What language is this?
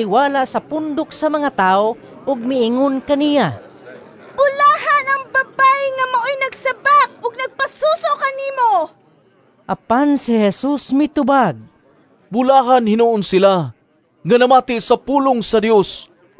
Cebuano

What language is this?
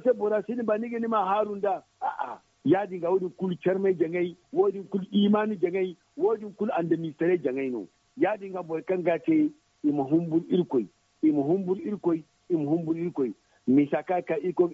Zarma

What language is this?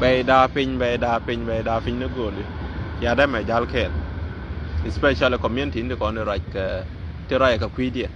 Nuer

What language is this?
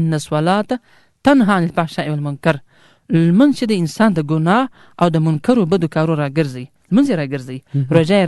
Pashto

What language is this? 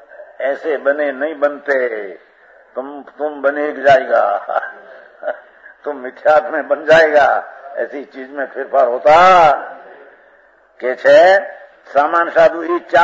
Hindi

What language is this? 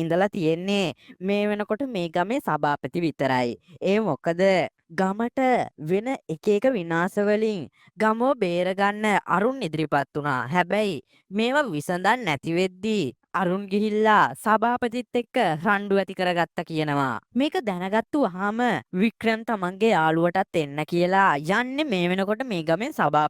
Sinhala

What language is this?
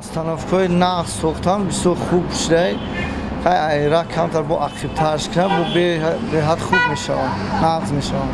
Tajik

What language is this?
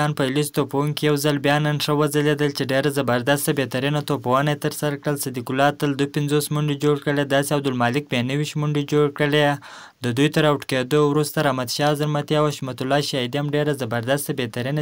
Pashto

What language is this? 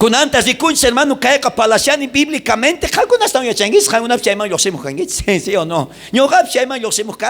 South Bolivian Quechua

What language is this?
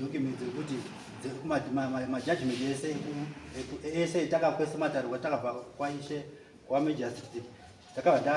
Shona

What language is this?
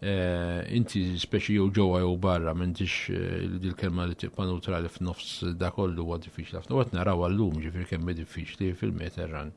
Maltese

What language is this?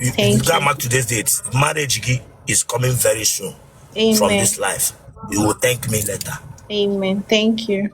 Igbo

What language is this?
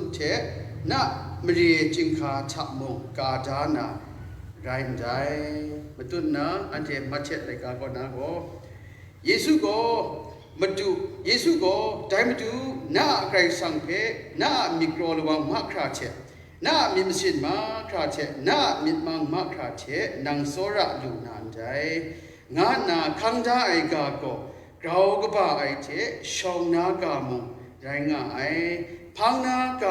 Kachin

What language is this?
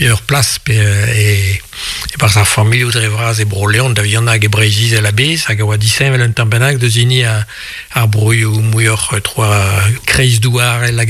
Breton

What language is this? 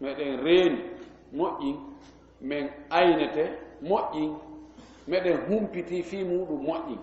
Fula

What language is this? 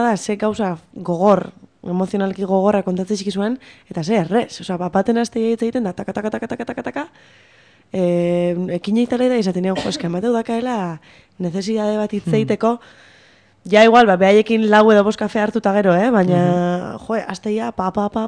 Basque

